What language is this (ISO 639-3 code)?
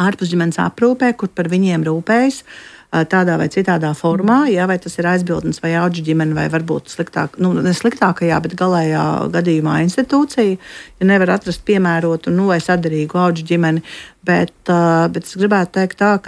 lav